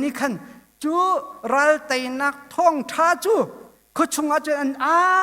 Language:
Hakha Chin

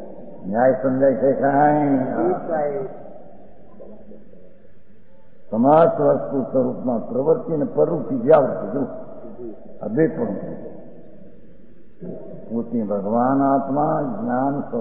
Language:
Gujarati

